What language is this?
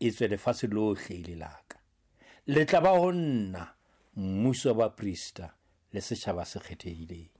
Southern Sotho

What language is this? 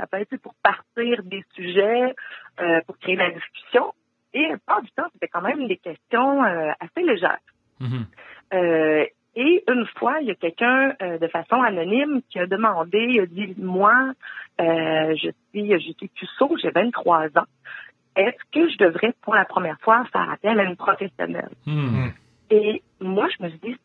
French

